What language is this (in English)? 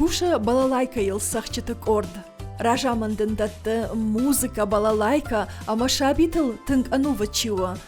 Ossetic